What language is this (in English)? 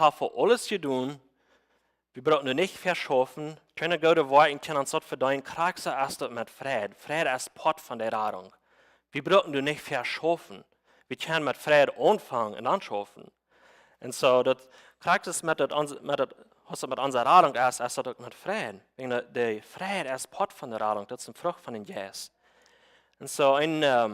Plautdietsch